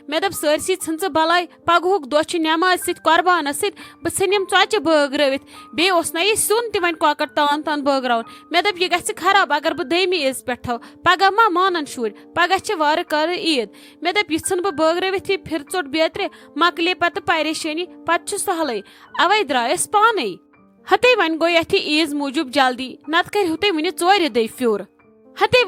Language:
Kashmiri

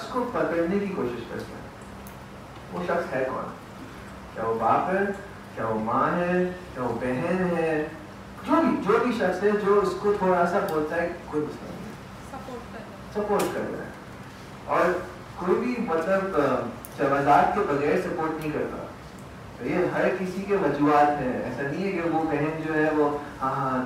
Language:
Urdu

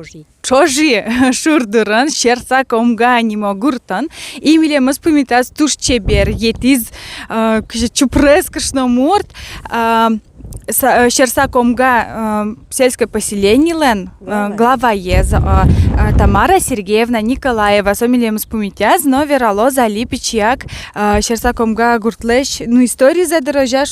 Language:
Udmurt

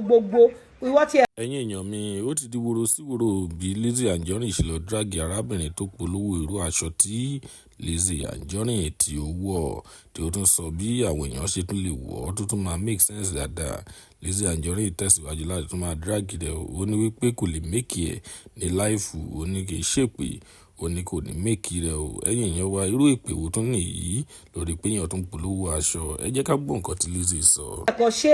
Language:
Yoruba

